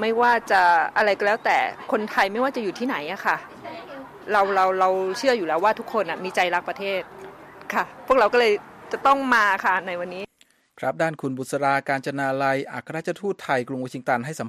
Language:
Thai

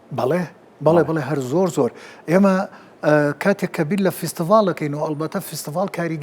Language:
Central Kurdish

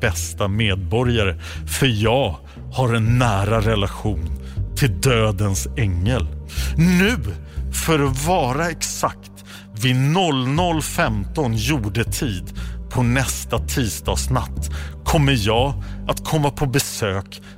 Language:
Swedish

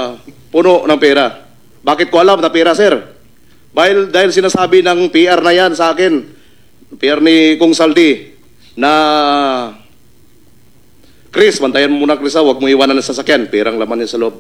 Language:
Filipino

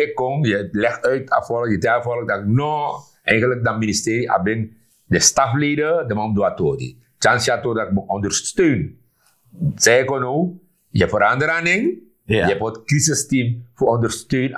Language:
Sranan Tongo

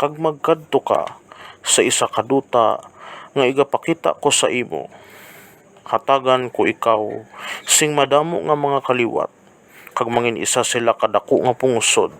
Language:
Hiligaynon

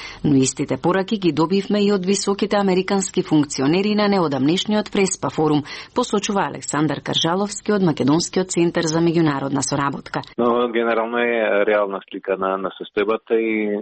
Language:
Macedonian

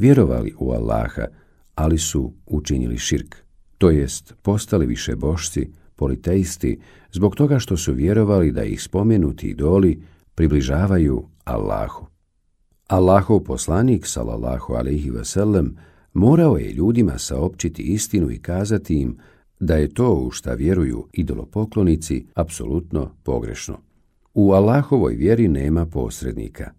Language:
Bosnian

